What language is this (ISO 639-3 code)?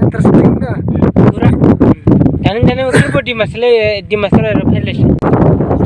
dis